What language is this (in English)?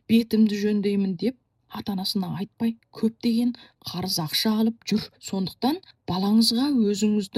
Kazakh